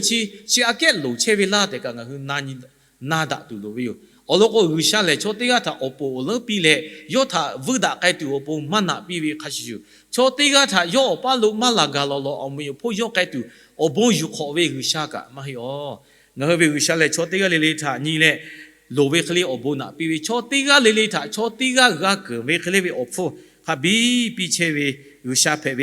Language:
Lahu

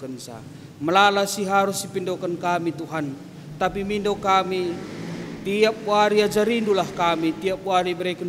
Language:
Batak Karo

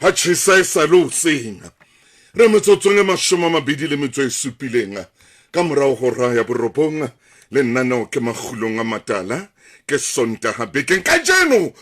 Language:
Southern Sotho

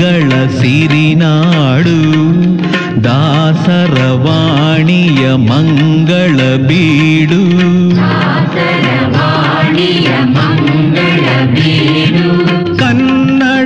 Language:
Kannada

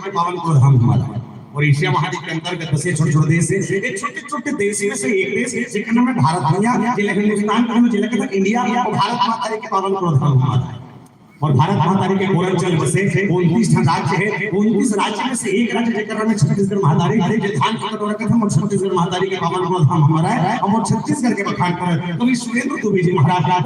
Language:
Chhattisgarhi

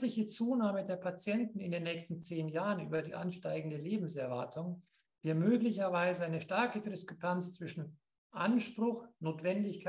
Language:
German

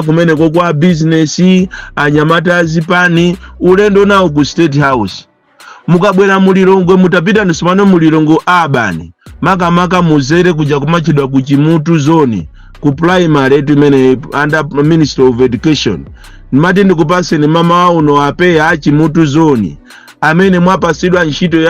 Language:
Nyanja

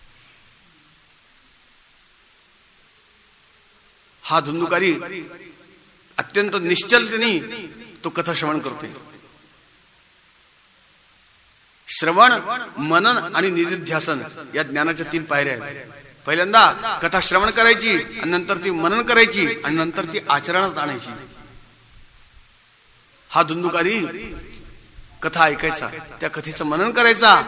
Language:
Marathi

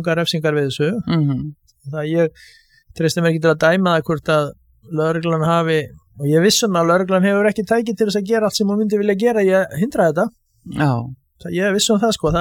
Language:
Icelandic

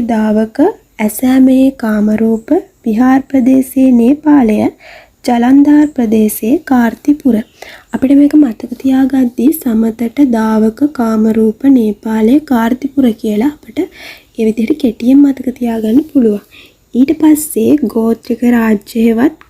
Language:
Sinhala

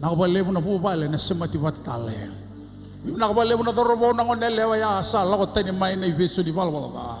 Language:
Fijian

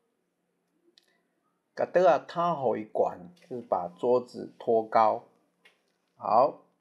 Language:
Min Nan Chinese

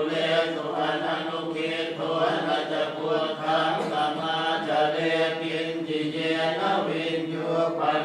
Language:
Pali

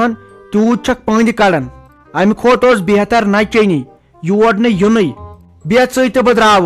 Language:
Kashmiri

